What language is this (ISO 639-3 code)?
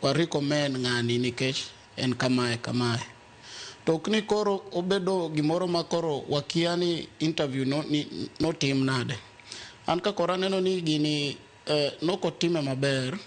luo